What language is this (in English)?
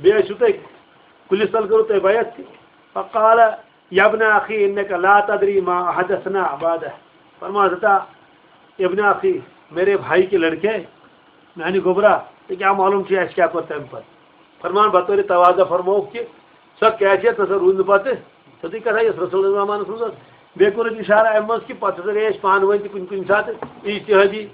Kashmiri